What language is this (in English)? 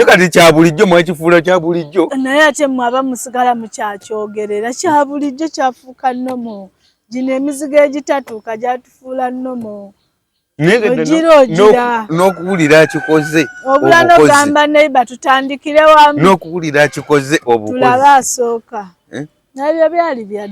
Ganda